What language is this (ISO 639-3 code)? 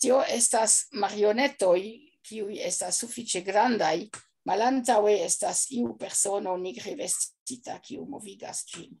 epo